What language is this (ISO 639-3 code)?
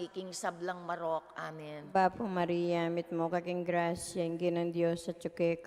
pam